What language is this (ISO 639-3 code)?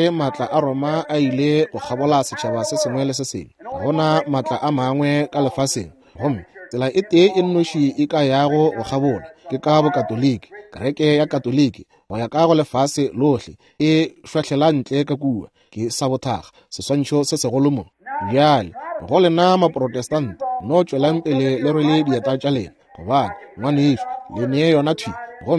nso